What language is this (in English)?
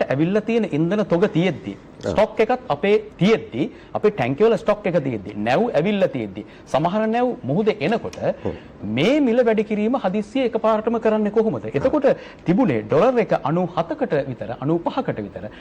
Sinhala